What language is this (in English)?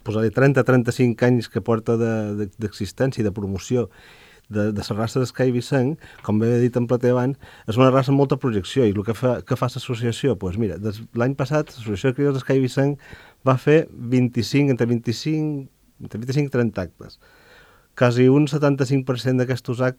Catalan